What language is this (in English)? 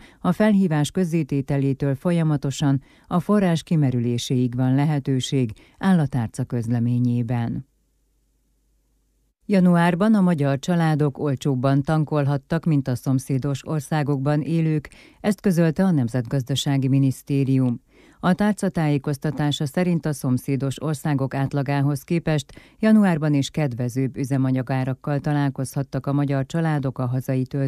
Hungarian